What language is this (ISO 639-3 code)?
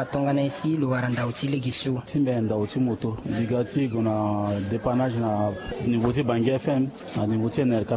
sag